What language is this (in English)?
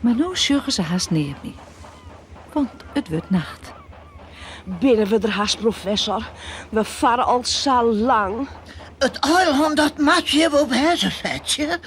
Western Frisian